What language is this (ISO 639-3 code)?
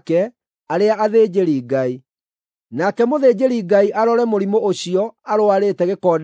kik